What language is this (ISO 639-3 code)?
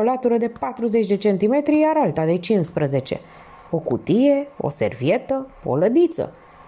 ron